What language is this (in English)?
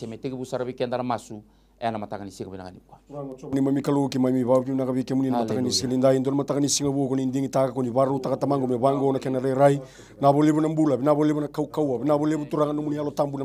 Fijian